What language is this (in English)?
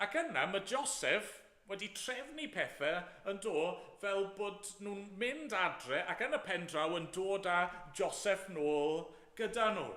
Welsh